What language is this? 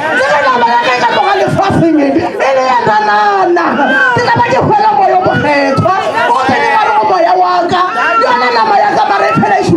Northern Sotho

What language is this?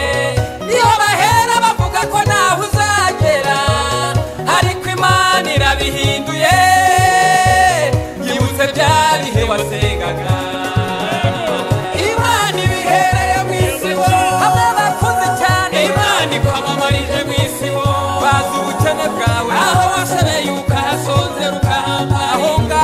Kinyarwanda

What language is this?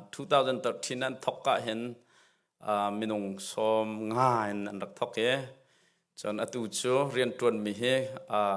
Hakha Chin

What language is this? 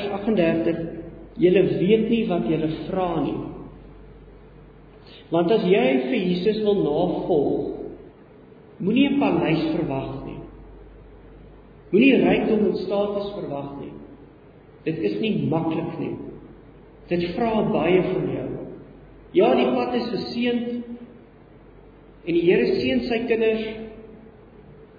Afrikaans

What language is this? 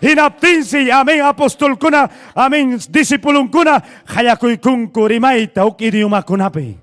Ayacucho Quechua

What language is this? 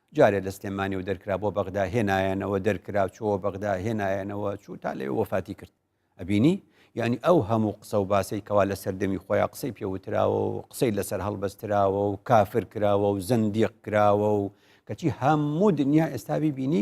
Central Kurdish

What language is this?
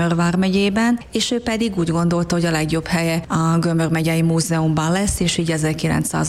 Hungarian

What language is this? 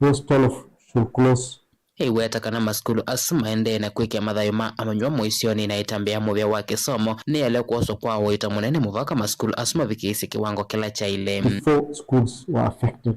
Kamba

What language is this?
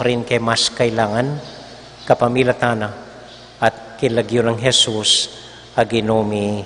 Pampanga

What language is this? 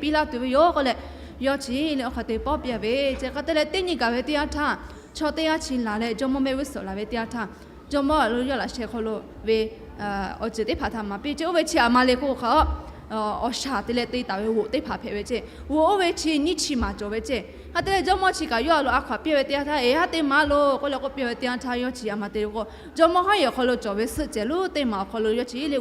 Lahu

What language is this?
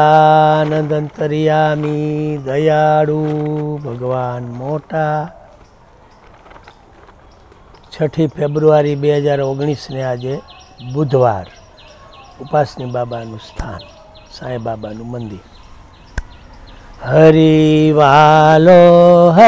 Gujarati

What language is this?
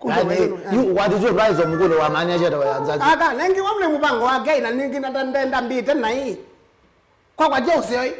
Kamba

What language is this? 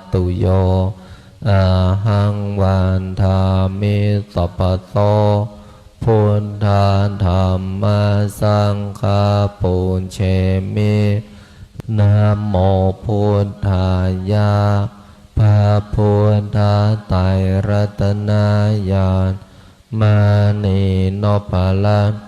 Pali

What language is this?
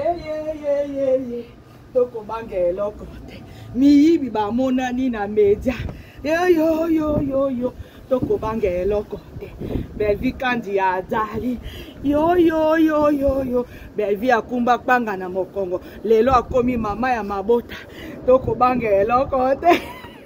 Lingala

